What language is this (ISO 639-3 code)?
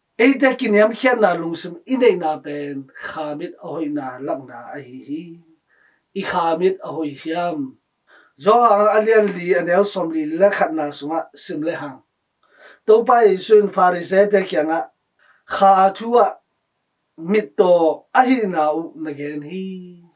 ctd